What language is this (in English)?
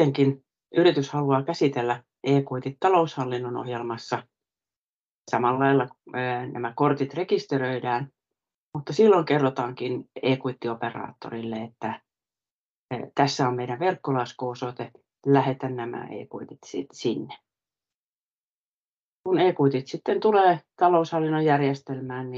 Finnish